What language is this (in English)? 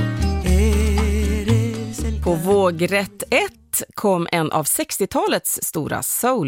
Swedish